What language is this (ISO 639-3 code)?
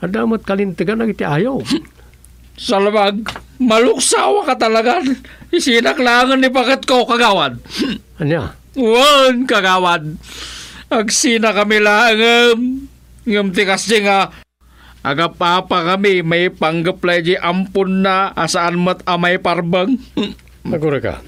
ilo